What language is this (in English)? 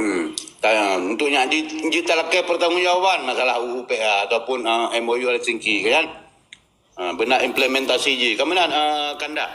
Achinese